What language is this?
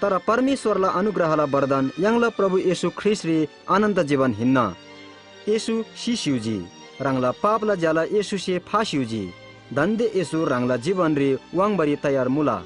Eastern Tamang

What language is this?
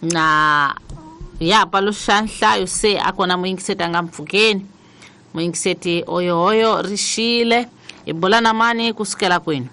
Tsonga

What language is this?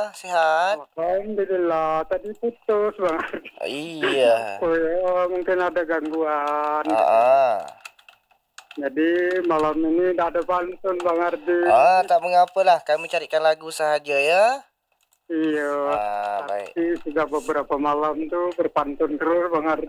Malay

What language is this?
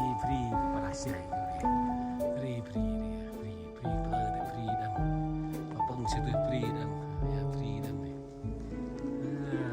Central Mnong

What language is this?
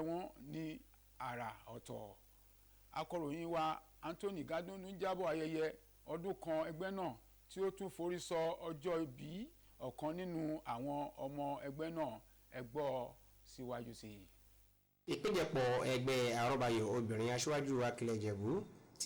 Yoruba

